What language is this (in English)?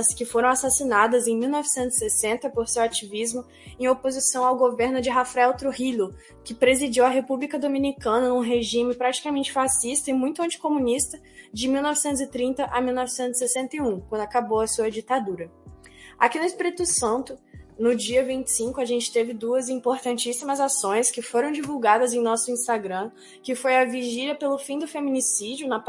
Portuguese